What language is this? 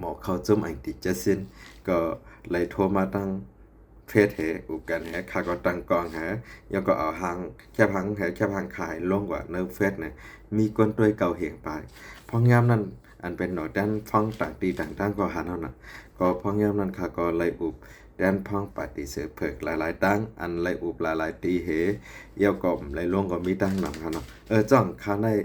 Shan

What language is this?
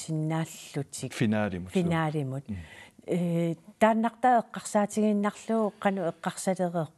Kalaallisut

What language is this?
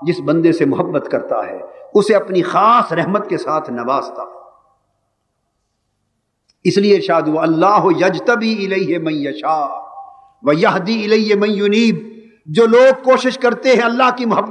Urdu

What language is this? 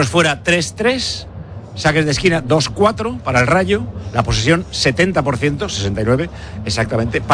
Spanish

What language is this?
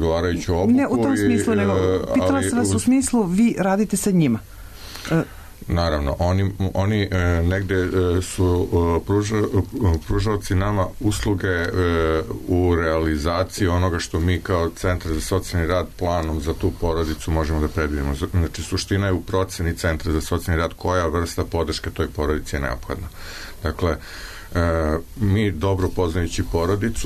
Serbian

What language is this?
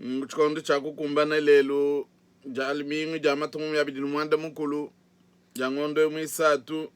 Luba-Lulua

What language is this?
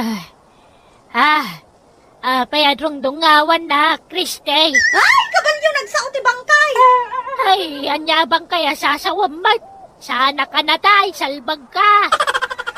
Iloko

